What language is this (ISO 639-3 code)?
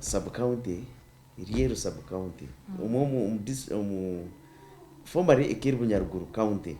nyn